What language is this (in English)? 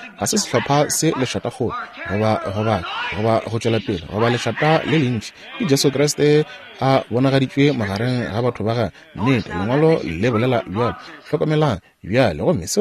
Northern Sotho